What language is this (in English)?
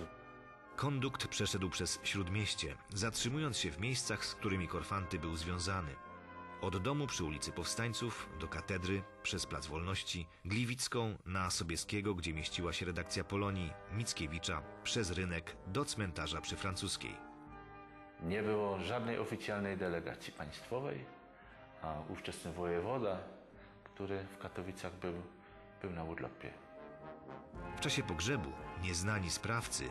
Polish